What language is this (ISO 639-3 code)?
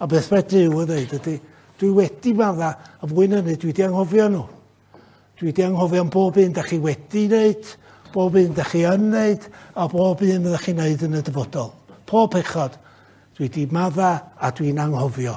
cym